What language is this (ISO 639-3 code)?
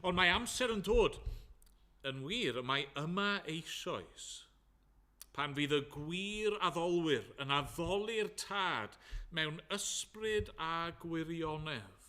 cym